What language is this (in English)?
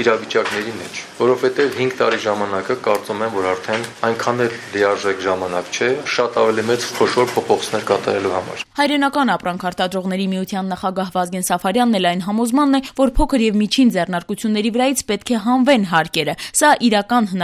Armenian